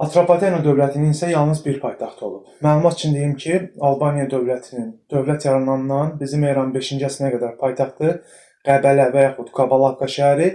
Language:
Azerbaijani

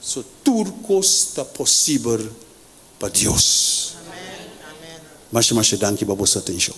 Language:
Papiamento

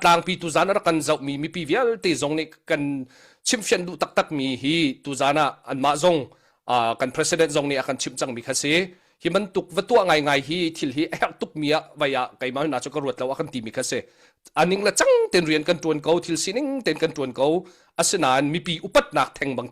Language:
Hakha Chin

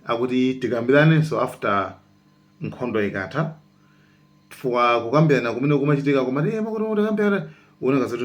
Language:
Nyanja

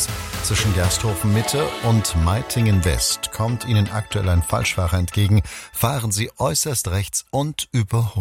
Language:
German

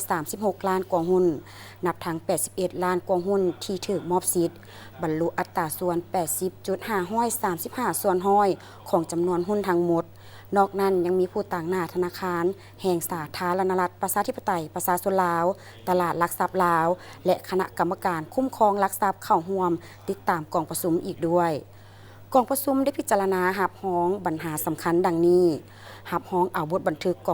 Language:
Lao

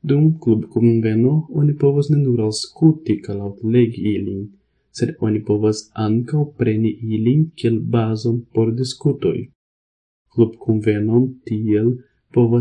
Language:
Esperanto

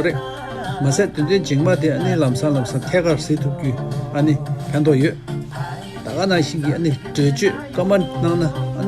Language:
Tibetan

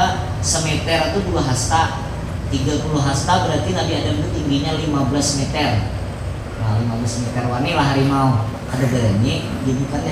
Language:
Banjar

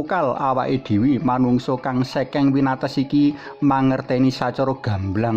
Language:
Javanese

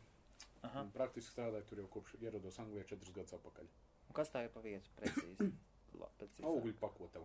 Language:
Latvian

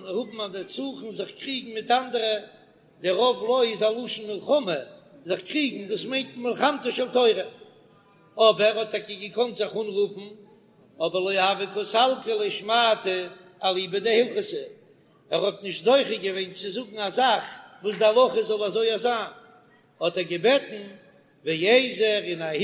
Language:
Yiddish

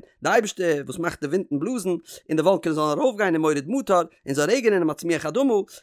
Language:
Yiddish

